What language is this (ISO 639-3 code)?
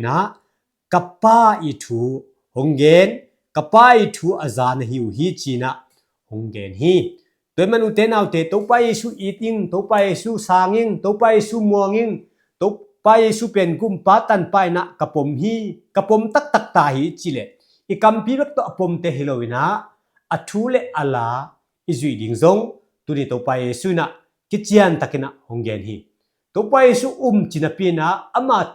ctd